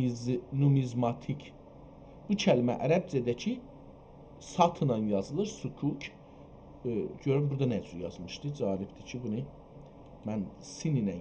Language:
South Azerbaijani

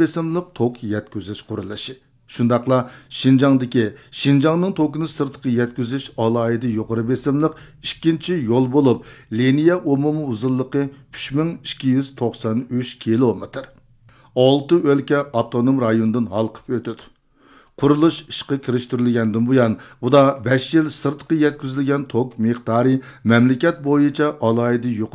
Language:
Uyghur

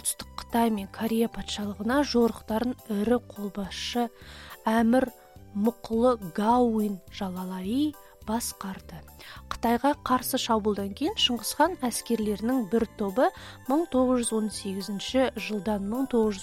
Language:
Kazakh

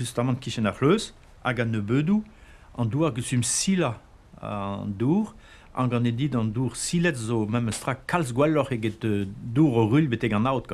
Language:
Breton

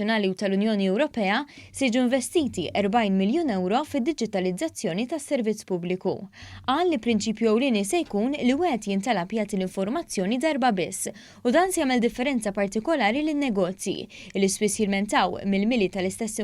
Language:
Maltese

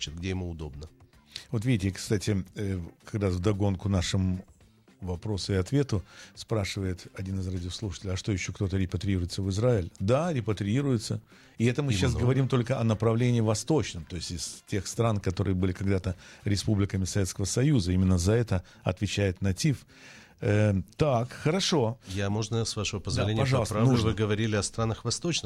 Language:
Russian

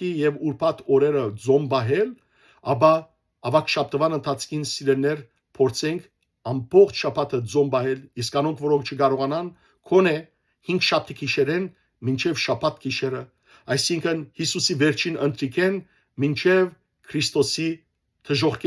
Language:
Western Armenian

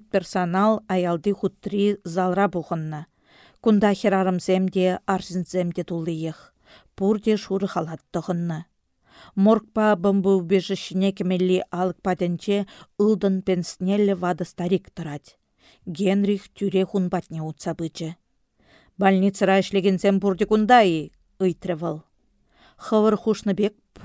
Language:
Chuvash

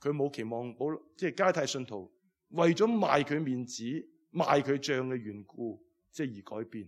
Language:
Cantonese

